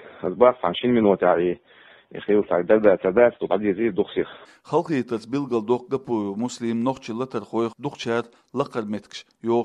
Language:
Chechen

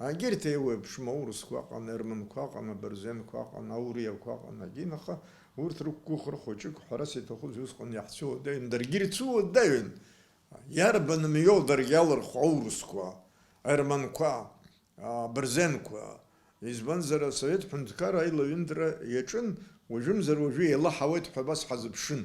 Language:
Abkhazian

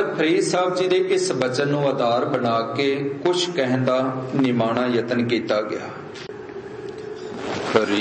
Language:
Punjabi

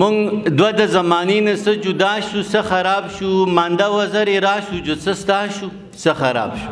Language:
Pashto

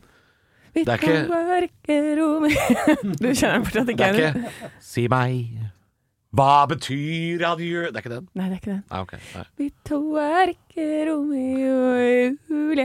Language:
Norwegian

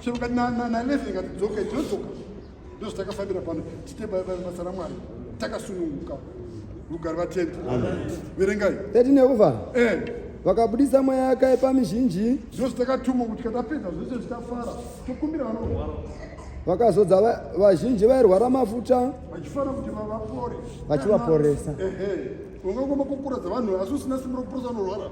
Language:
Shona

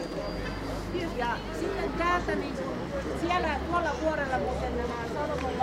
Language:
Finnish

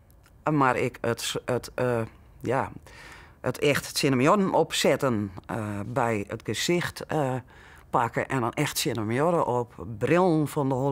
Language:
Western Frisian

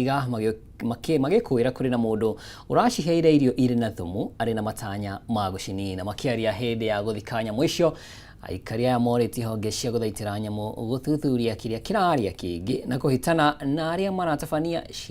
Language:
Kikuyu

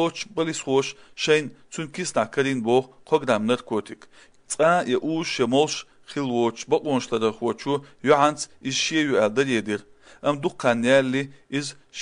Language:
Chechen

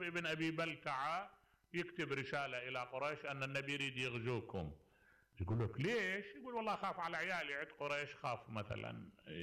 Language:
Mesopotamian Arabic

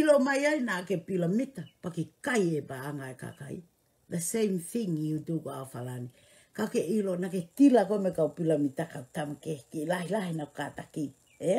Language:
Tongan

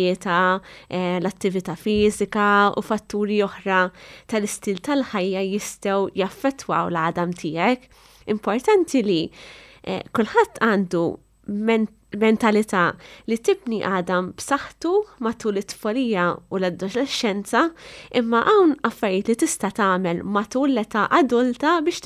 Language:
Maltese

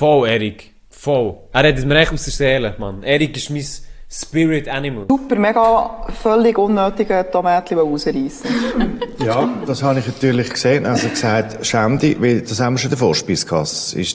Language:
Swiss German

